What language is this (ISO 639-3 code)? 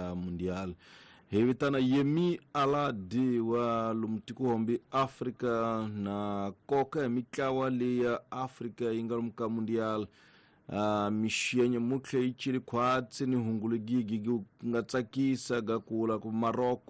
tso